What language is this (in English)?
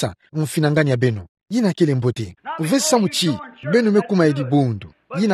Kituba (Democratic Republic of Congo)